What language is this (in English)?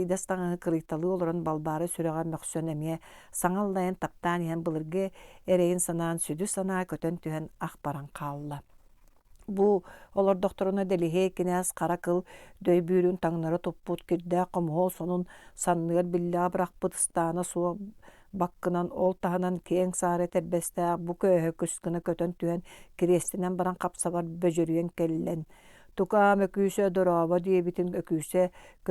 Yakut